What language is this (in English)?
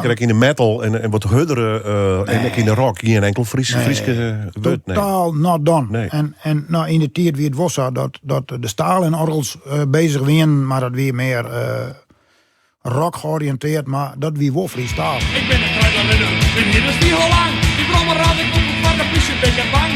Western Frisian